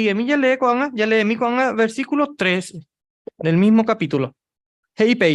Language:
Guarani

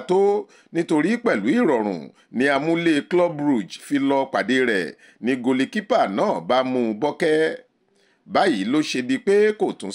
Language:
Yoruba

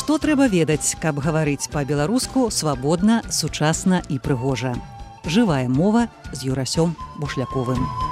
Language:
Belarusian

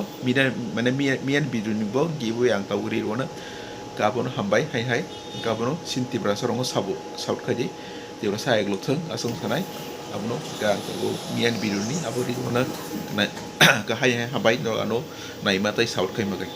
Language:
Kok Borok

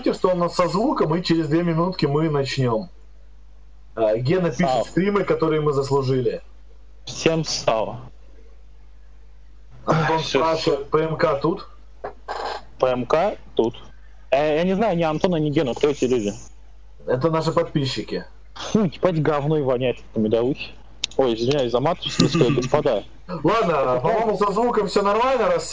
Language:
Russian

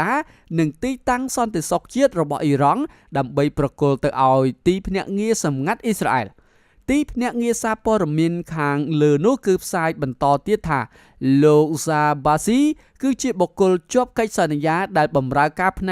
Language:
Khmer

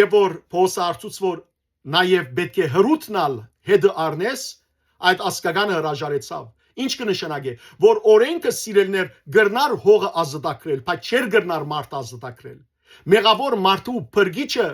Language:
Western Armenian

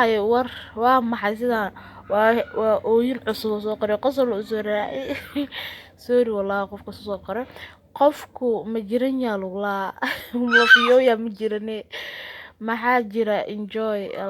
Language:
Somali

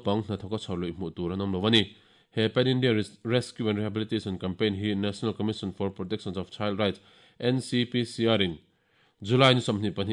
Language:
Mizo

